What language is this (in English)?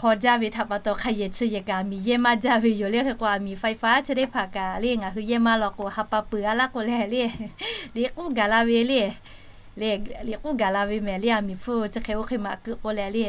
Lahu